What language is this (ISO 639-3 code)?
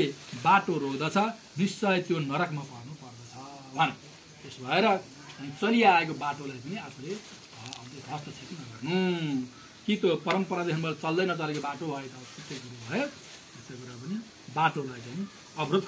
nep